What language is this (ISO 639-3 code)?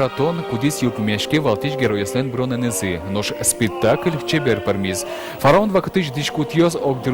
udm